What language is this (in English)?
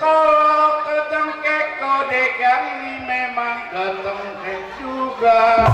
Betawi